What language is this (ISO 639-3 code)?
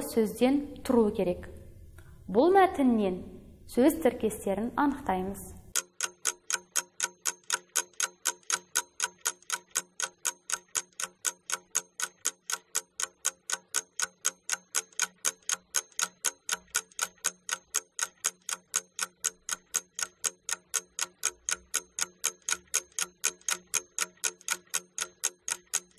kaz